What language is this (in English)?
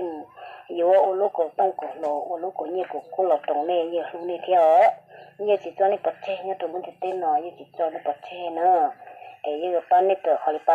Hmong